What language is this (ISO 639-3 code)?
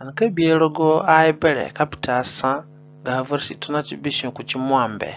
zne